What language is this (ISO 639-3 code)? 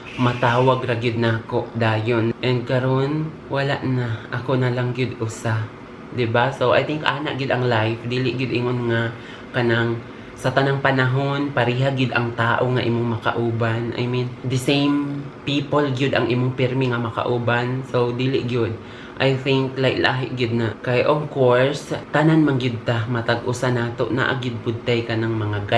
ceb